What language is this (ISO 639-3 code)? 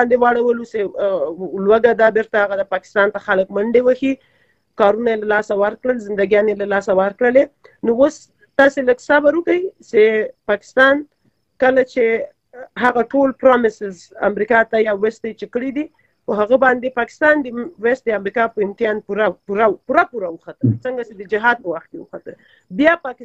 pus